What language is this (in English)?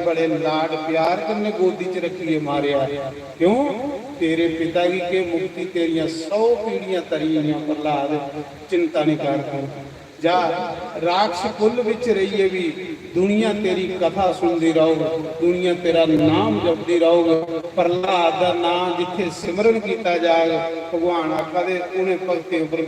Dogri